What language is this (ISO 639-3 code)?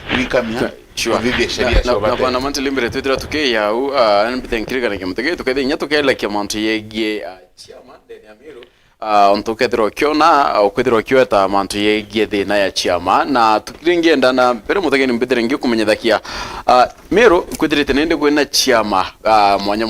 mer